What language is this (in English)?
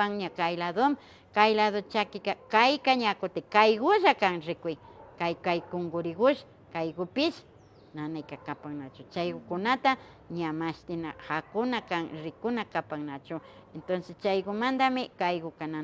Imbabura Highland Quichua